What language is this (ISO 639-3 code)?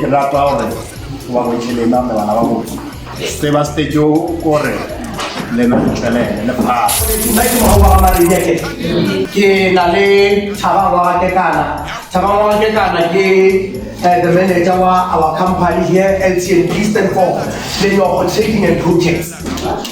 tsn